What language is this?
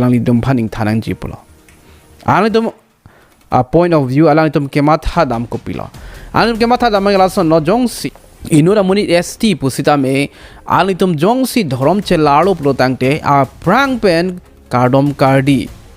Karbi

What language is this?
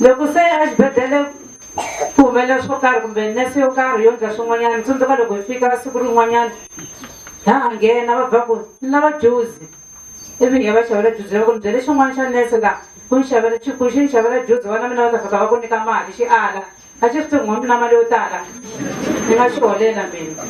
Tsonga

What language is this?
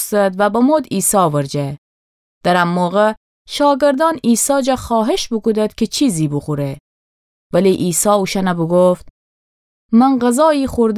Gilaki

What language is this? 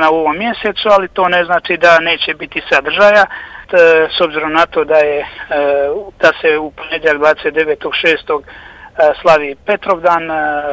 Bosnian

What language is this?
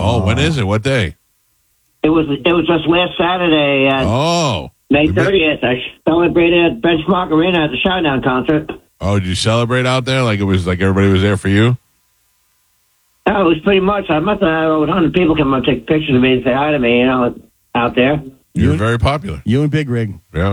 English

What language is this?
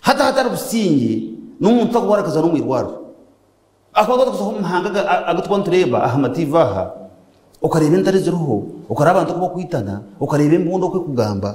Nyankole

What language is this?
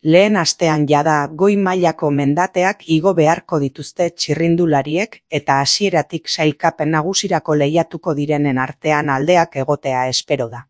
Basque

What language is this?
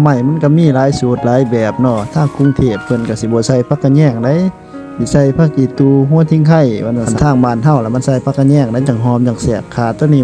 Lao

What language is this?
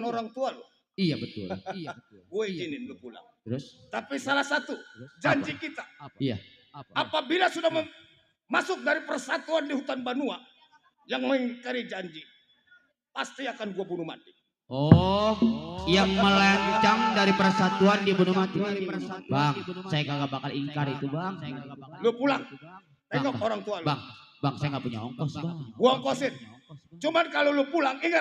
Betawi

